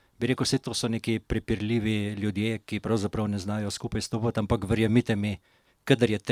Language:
Slovenian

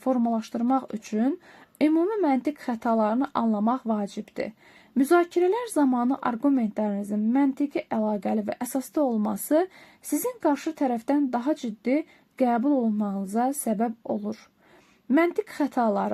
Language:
Azerbaijani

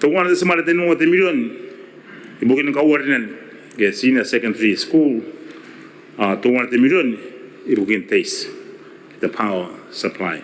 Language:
Gilbertese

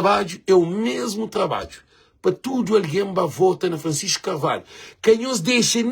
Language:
Kabuverdianu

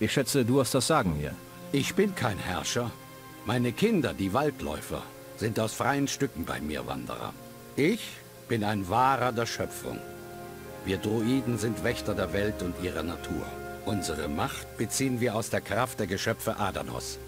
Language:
Bavarian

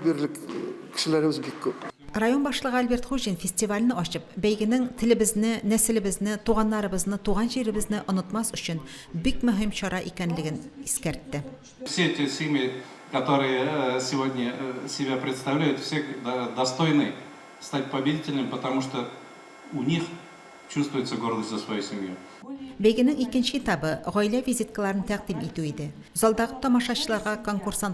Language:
Tatar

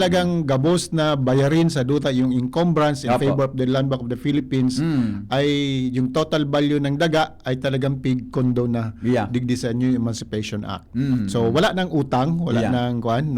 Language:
Bikol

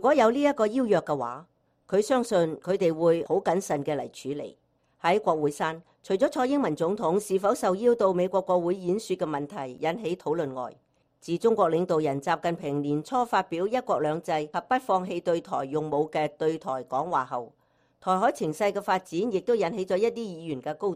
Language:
Cantonese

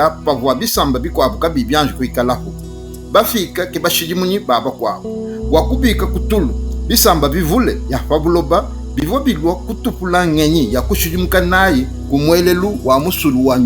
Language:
Luba-Lulua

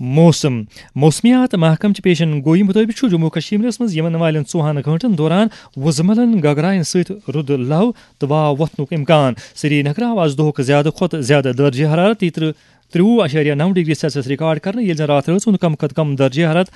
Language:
Kashmiri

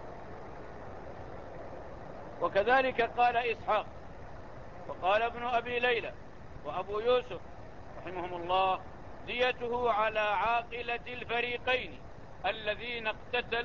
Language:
Arabic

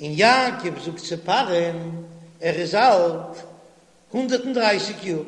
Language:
Yiddish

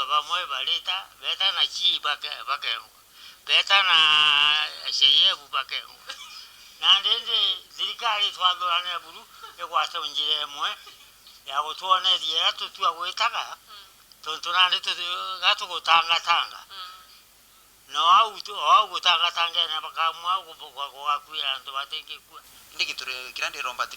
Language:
Meru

